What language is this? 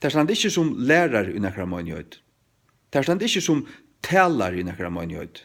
Faroese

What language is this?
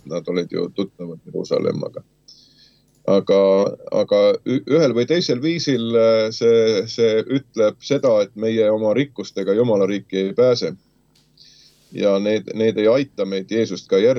Estonian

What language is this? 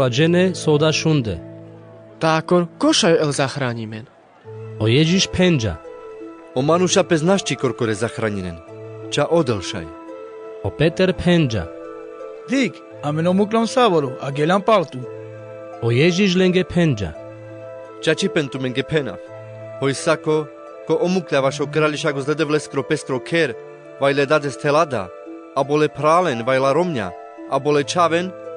Carpathian Romani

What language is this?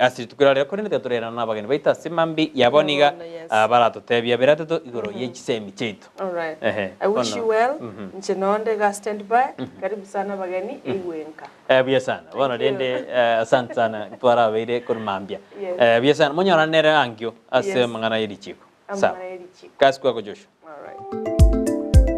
Gusii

